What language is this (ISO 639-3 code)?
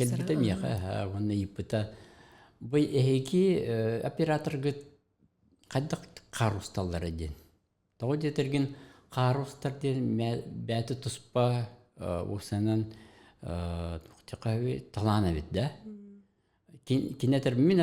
sah